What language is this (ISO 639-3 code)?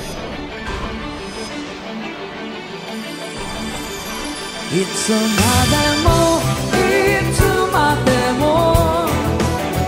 jpn